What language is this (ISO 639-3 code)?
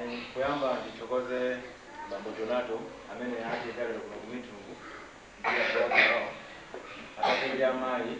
nya